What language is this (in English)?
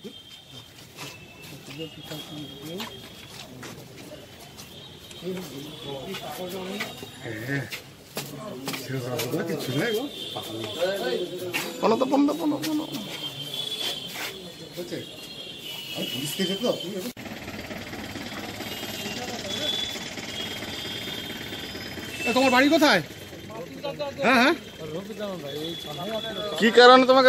Bangla